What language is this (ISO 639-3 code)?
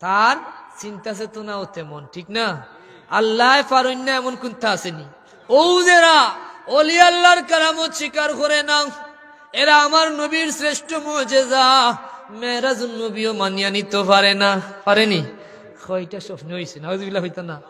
syl